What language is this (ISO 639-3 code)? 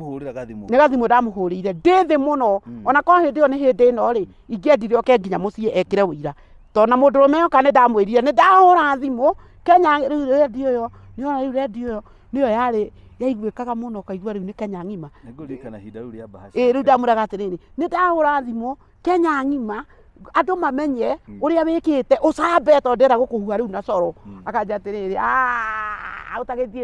kik